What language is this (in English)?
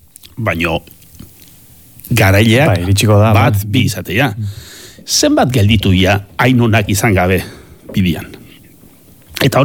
Basque